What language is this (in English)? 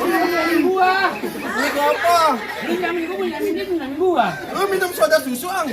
Betawi